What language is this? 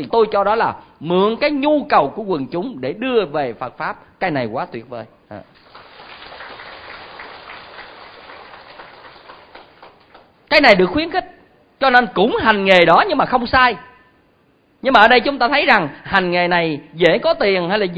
Vietnamese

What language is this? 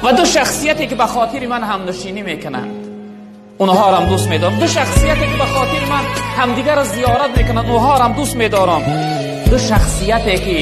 Tajik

